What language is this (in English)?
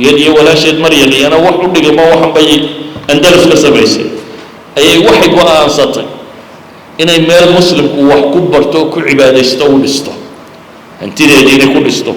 Somali